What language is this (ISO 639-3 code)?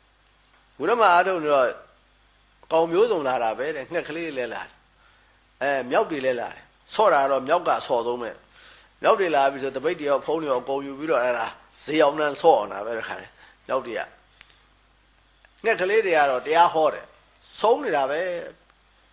mya